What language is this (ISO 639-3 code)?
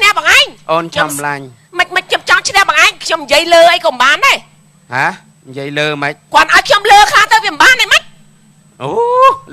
khm